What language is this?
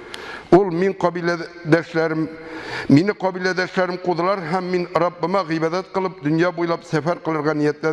Tatar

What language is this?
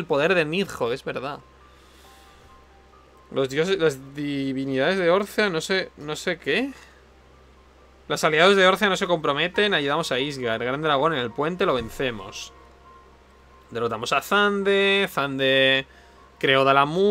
Spanish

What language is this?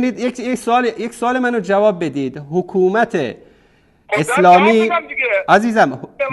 Persian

